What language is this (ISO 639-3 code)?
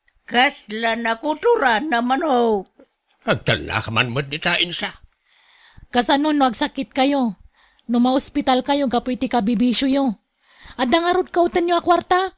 ilo